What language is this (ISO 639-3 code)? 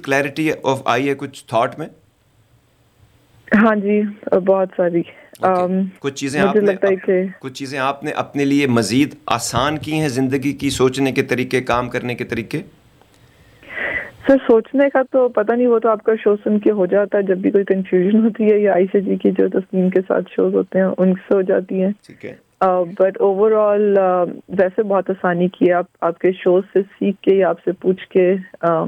urd